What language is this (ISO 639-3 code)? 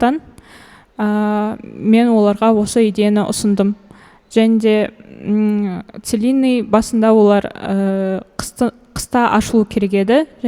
kaz